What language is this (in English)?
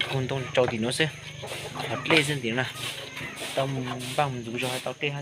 Hmong